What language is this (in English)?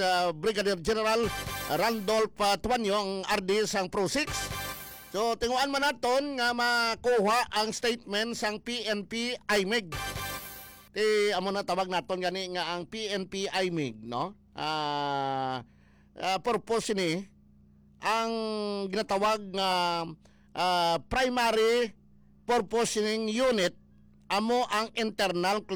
Hiligaynon